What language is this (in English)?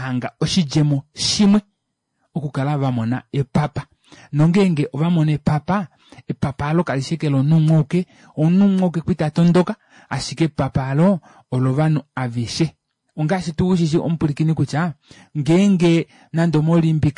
Kuanyama